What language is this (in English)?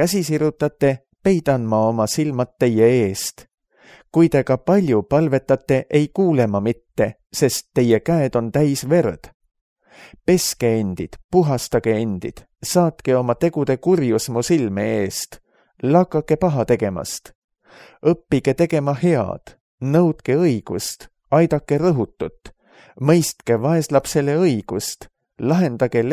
Estonian